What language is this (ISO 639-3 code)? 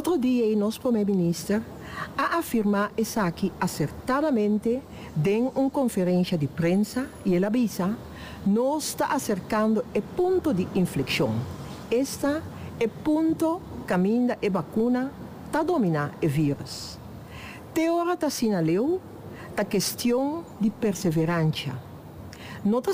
pap